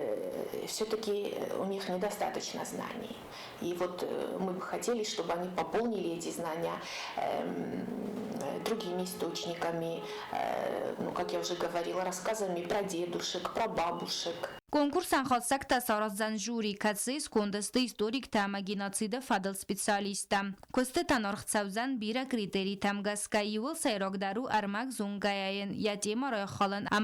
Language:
Ossetic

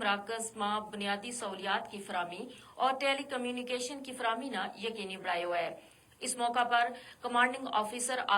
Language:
Gujari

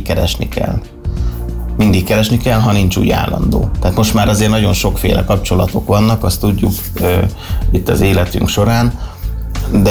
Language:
Hungarian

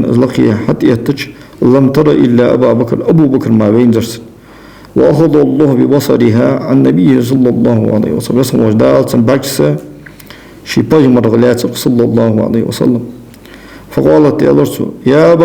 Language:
Ingush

